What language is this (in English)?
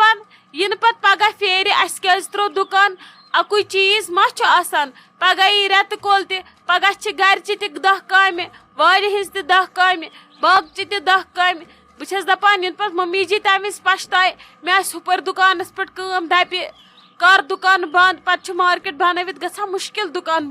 Kashmiri